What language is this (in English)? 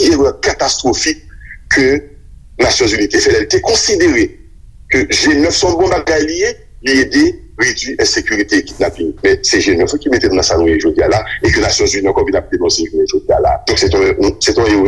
Haitian Creole